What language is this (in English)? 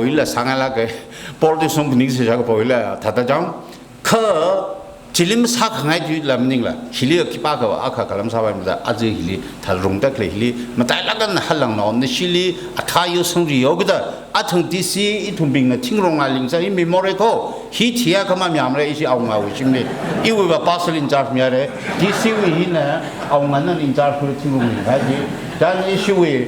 Tangkhul Naga (India)